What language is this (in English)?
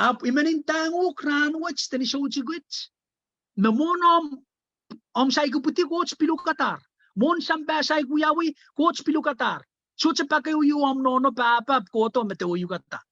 Pohnpeian